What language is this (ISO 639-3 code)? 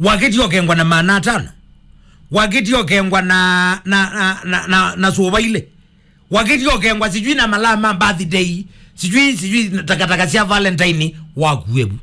kam